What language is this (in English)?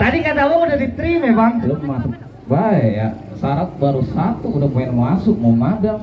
Betawi